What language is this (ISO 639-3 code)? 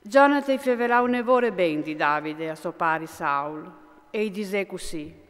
fur